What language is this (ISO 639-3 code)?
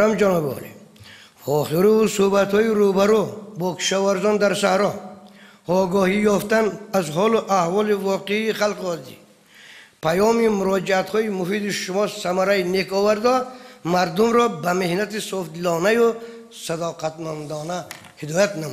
tgk